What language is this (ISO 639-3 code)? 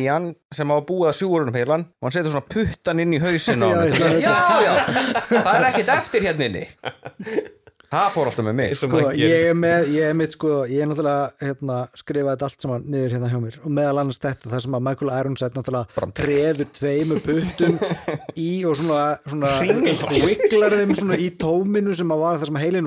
isl